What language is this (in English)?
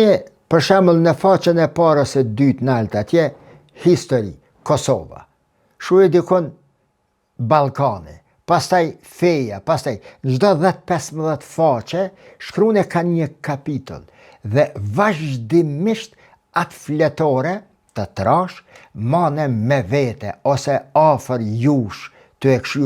Albanian